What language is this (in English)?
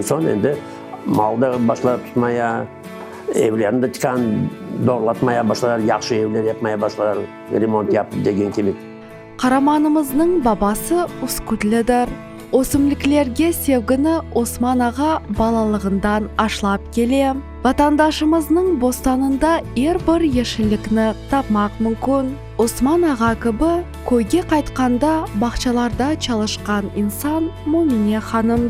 Crimean Tatar